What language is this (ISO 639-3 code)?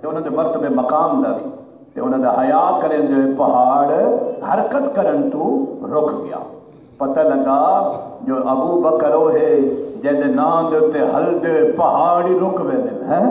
skr